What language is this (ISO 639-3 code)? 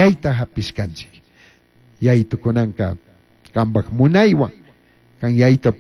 qug